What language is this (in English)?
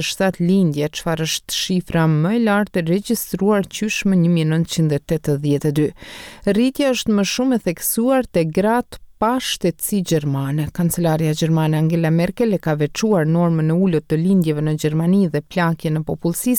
Albanian